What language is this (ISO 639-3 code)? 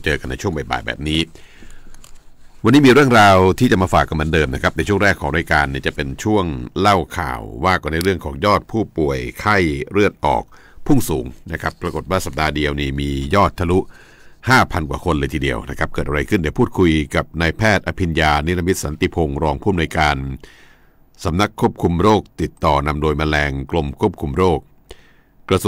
tha